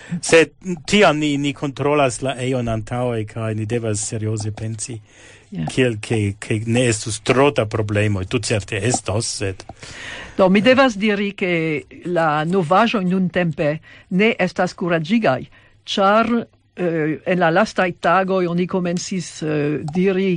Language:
Esperanto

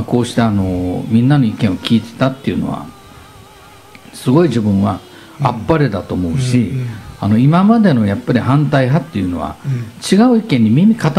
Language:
Japanese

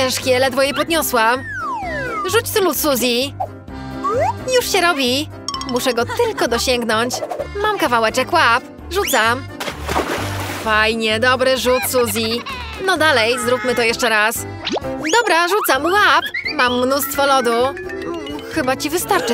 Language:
Polish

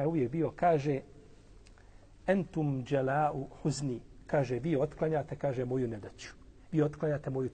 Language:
Bosnian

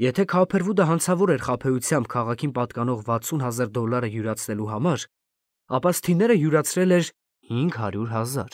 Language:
Armenian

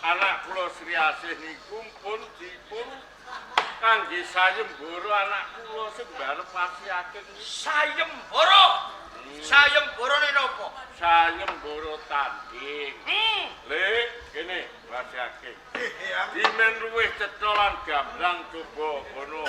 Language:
Javanese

